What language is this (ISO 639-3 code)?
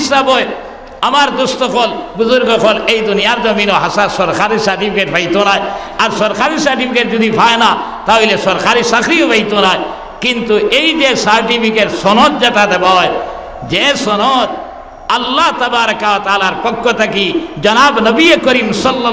syl